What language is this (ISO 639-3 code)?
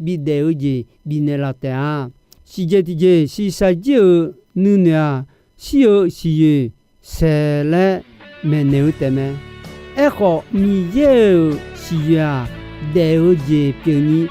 ahk